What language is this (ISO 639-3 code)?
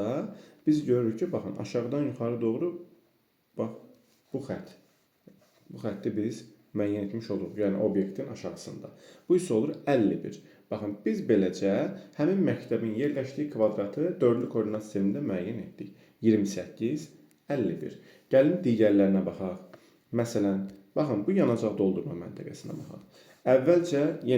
aze